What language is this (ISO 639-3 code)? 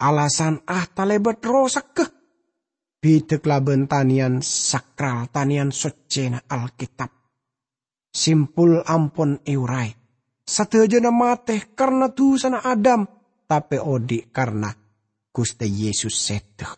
mad